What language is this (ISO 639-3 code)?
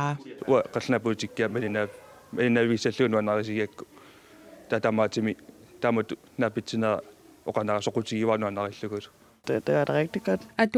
kal